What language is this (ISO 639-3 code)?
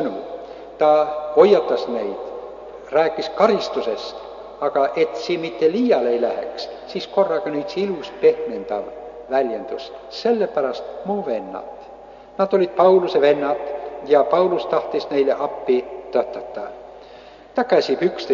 est